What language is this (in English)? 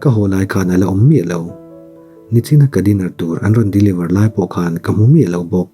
Mizo